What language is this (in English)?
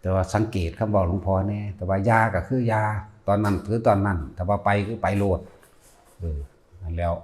Northeastern Thai